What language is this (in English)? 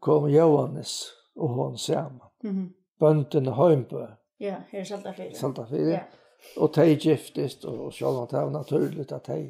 Faroese